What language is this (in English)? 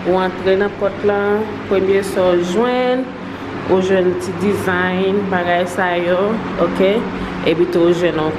Haitian Creole